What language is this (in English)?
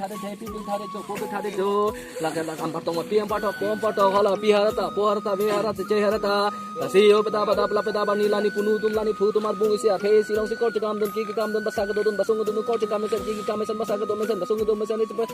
Karbi